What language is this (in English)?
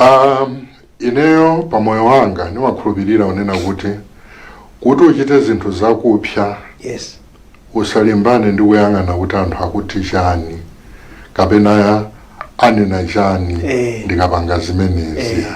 Nyanja